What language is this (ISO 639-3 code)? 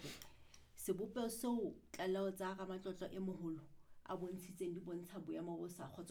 sot